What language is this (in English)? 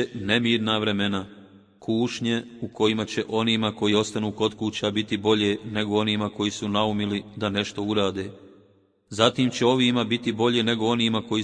Bosnian